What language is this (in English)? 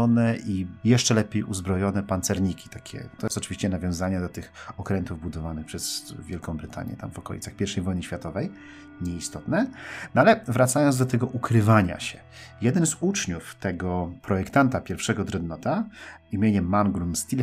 Polish